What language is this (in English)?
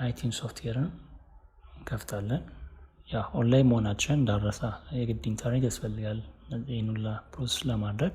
Amharic